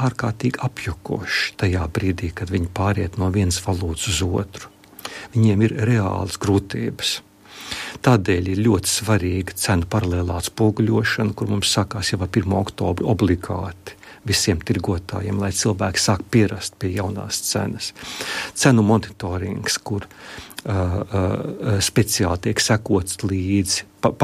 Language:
Latvian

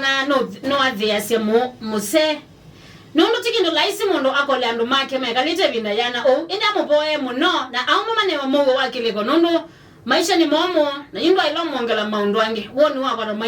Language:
Kamba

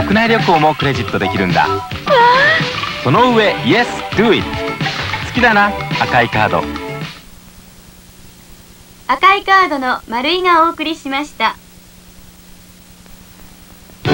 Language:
Japanese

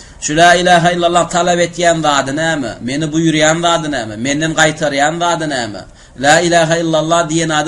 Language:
Turkmen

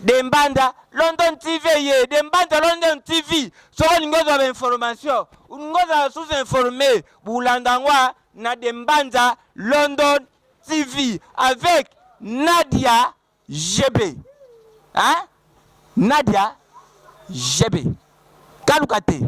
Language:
Lingala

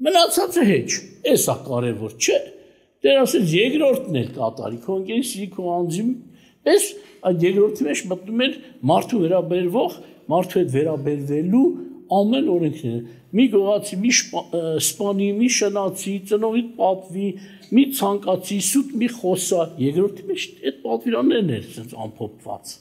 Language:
Armenian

